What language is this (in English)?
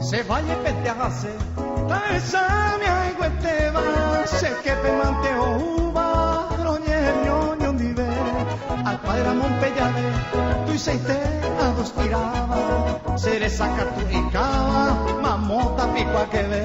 Guarani